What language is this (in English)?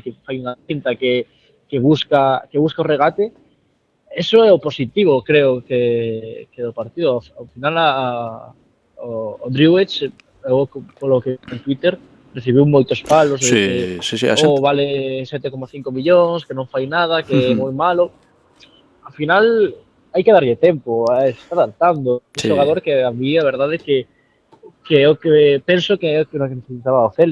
Galician